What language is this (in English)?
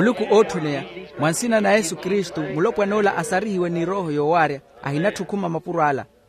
Makhuwa